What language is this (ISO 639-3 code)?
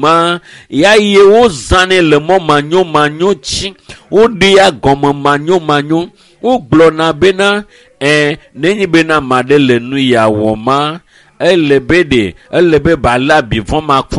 ewe